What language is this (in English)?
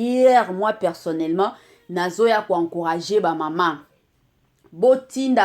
Lingala